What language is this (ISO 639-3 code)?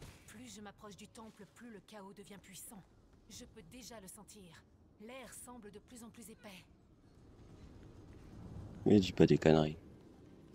fra